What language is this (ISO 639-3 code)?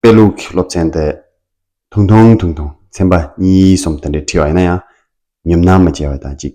bod